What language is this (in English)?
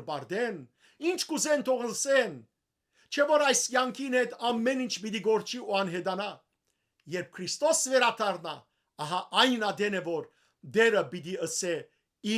Western Armenian